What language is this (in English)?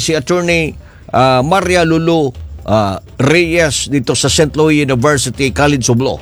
Cebuano